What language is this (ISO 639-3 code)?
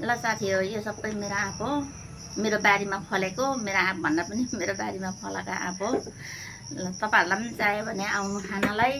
nep